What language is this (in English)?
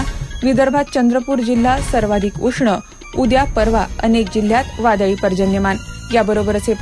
Marathi